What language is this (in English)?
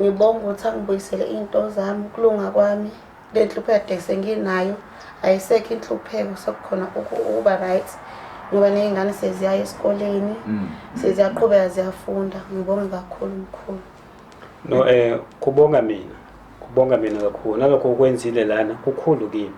Zulu